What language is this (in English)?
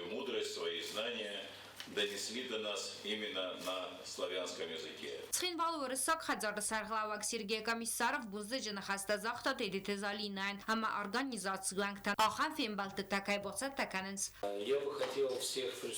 Ossetic